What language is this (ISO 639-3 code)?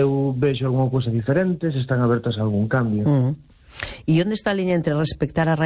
glg